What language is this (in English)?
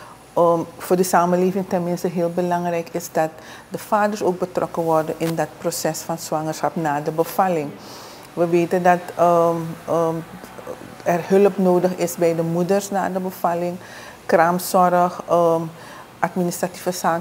Dutch